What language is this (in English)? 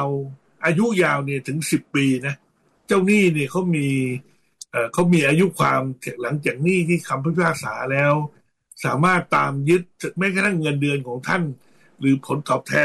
Thai